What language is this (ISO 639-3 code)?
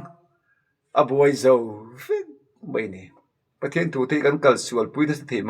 lus